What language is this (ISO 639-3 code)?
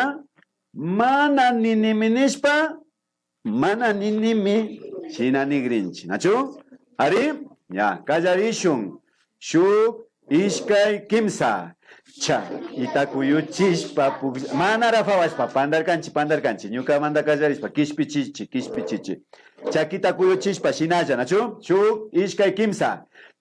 qvi